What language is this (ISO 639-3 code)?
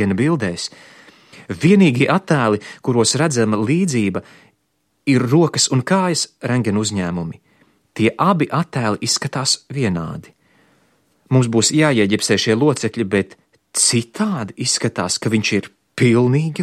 lav